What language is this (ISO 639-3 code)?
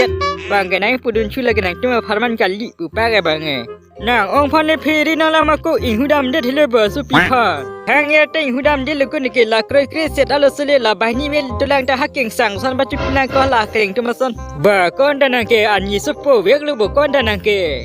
mjw